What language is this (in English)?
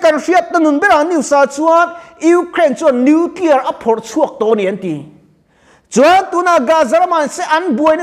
Mizo